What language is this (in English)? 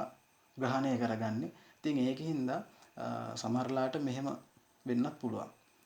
Sinhala